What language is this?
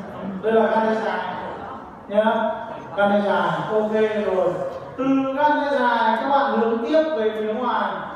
Vietnamese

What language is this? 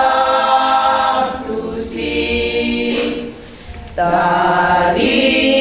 Batak Toba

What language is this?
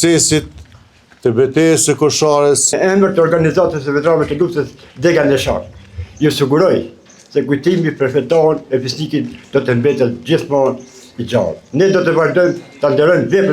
Albanian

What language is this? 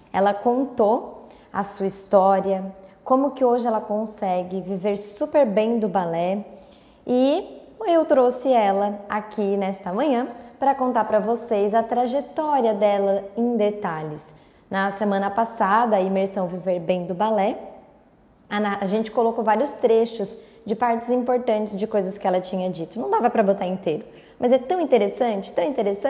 Portuguese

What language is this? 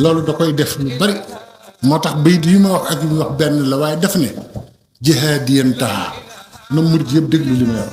Wolof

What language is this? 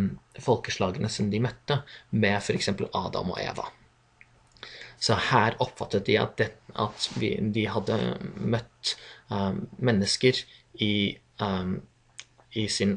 Norwegian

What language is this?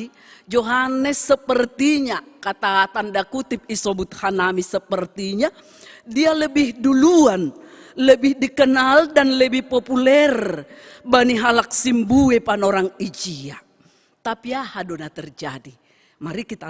Batak Simalungun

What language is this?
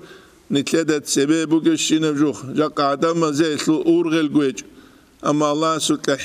Avaric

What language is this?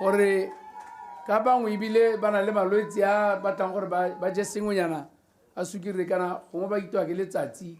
Tswana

